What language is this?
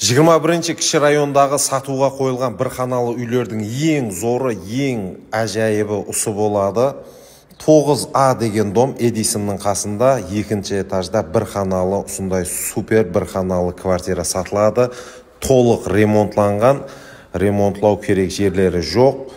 Kazakh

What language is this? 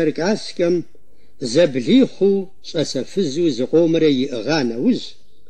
Kabardian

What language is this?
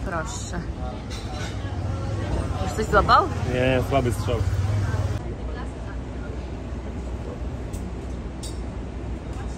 Polish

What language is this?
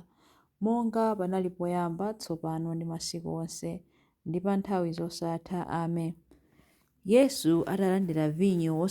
Nyanja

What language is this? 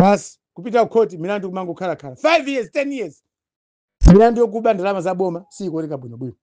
Nyanja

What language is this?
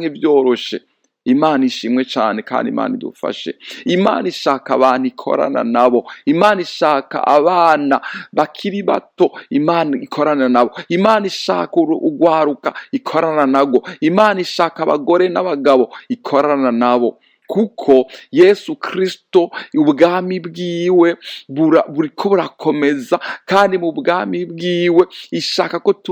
Rundi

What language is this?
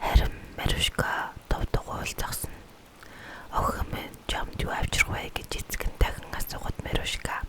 Mongolian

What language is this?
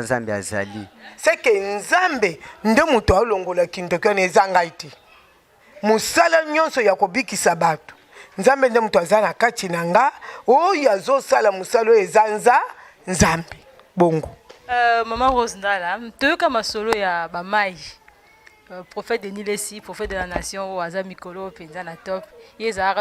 Lingala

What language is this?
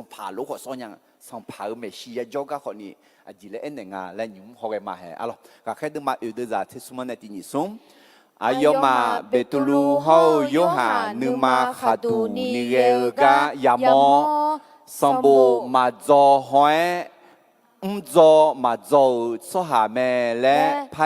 Akha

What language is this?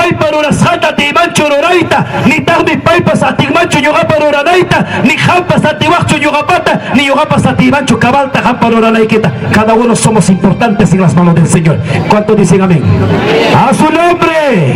Ayacucho Quechua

